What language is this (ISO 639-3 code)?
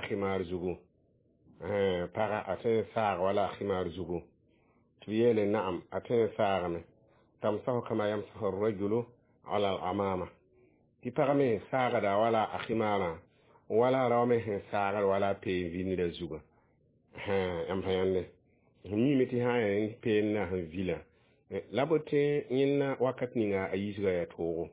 mos